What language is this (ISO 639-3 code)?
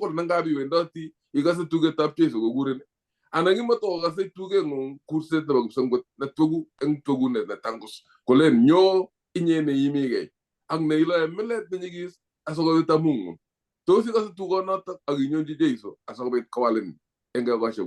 kln